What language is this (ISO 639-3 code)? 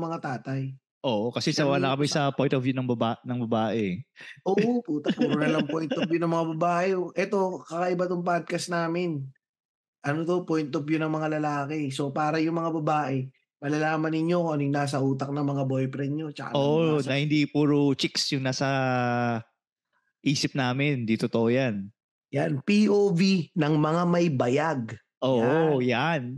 fil